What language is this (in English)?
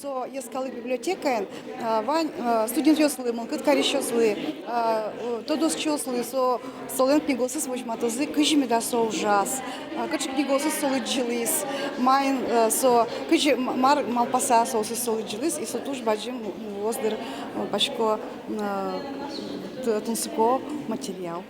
Udmurt